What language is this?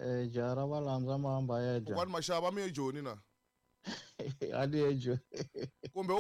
Tsonga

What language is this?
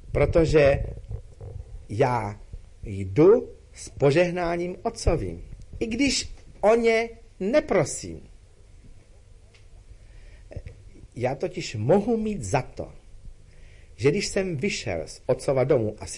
Czech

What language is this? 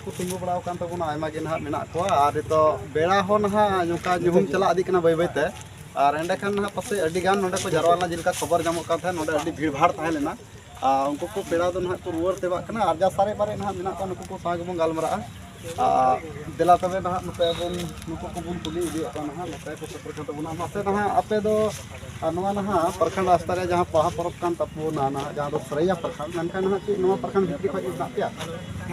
Santali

